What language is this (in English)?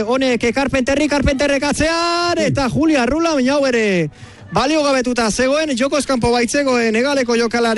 Basque